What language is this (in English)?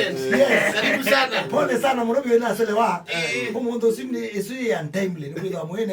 Kamba